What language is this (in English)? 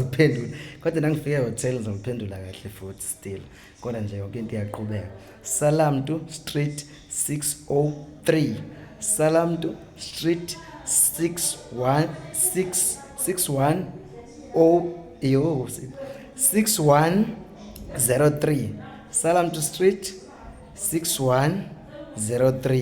Zulu